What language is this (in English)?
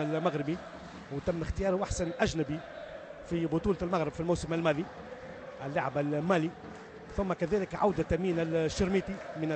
Tunisian Arabic